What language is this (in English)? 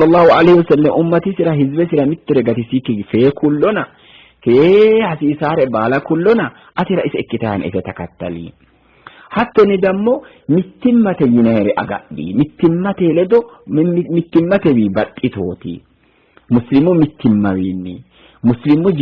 Sidamo